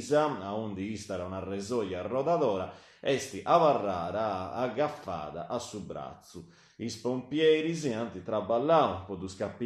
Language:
Sardinian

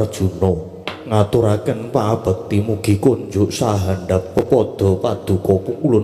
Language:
Javanese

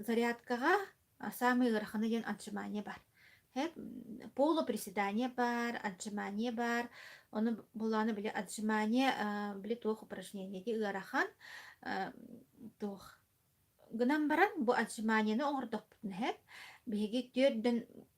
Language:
Yakut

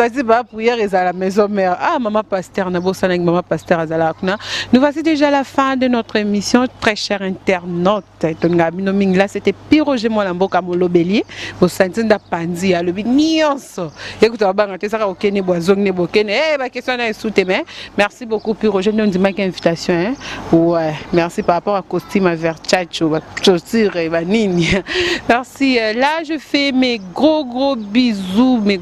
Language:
Lingala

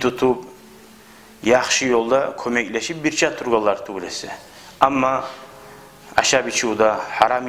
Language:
Kumyk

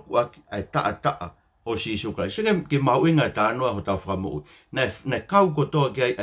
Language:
Tongan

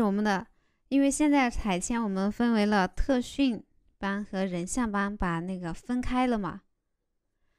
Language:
Chinese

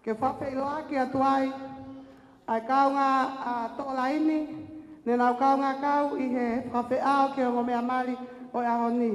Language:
Tongan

